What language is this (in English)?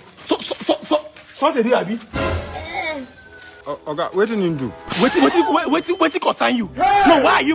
Nigerian Pidgin